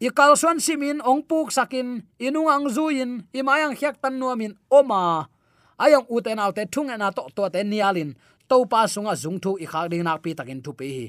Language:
Tedim Chin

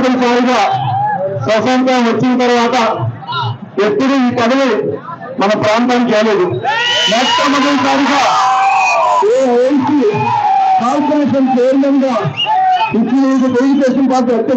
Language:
Telugu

